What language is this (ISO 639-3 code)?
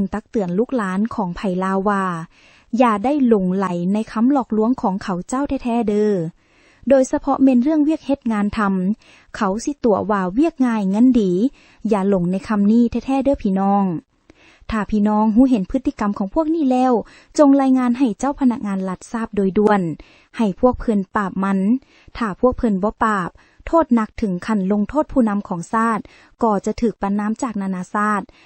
lao